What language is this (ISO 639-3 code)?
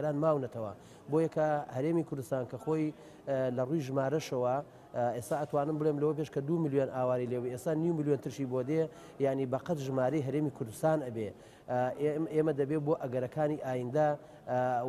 ckb